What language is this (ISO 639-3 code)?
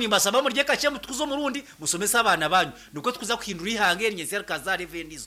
nyn